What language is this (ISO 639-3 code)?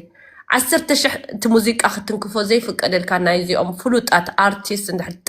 tir